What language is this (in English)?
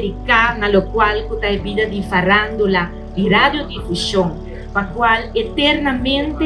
Papiamento